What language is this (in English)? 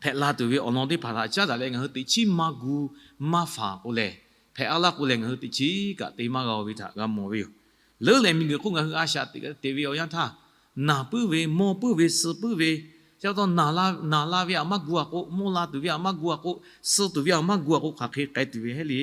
Lahu